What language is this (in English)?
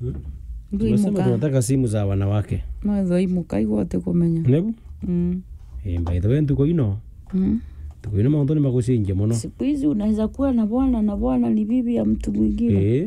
Meru